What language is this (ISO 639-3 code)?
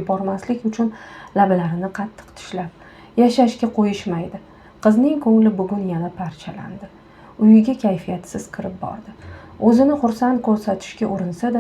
uzb